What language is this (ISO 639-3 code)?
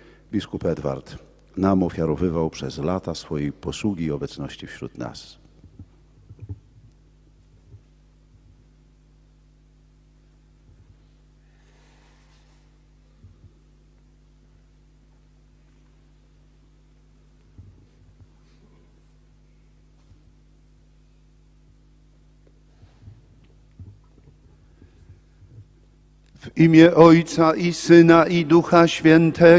pol